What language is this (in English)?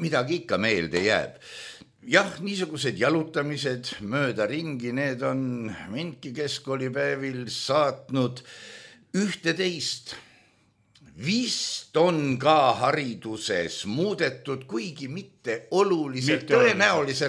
Estonian